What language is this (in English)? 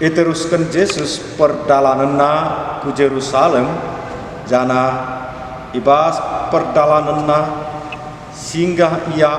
Batak Karo